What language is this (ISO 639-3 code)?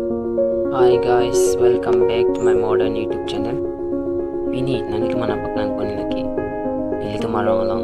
mjw